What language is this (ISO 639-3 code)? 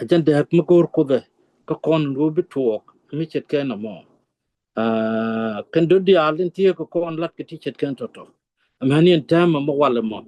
nus